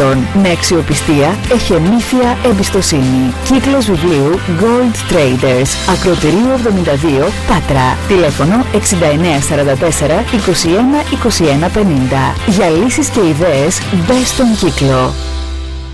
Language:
Greek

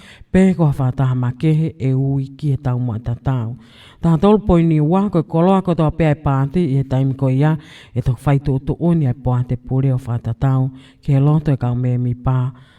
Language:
Tongan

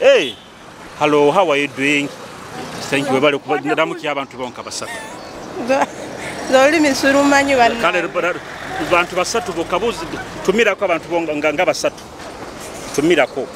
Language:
Nyoro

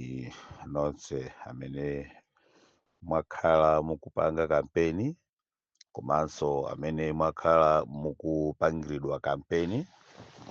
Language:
Nyanja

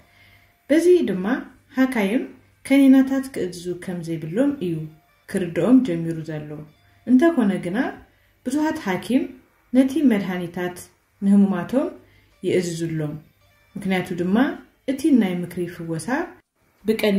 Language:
Tigrinya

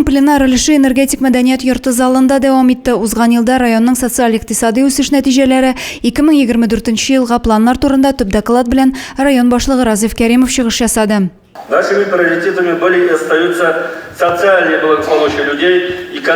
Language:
Tatar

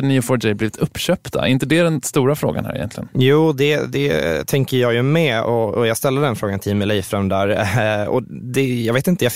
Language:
Swedish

